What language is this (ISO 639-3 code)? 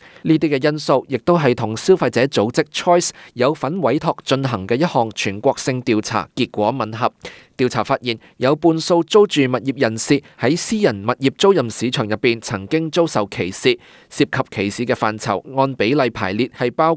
yue